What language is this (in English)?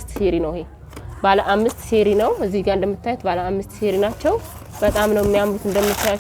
Amharic